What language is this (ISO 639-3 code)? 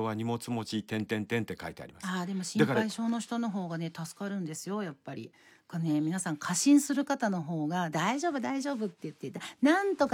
jpn